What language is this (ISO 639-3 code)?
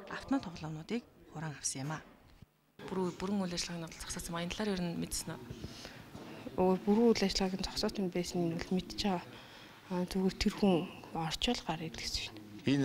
mon